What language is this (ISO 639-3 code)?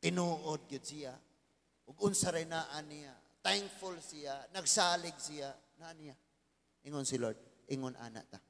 ceb